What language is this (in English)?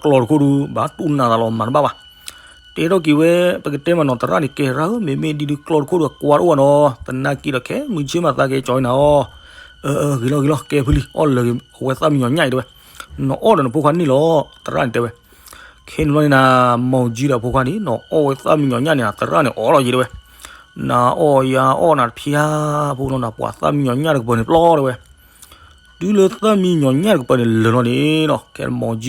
S'gaw Karen